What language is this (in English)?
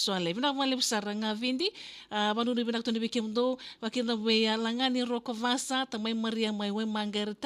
Fijian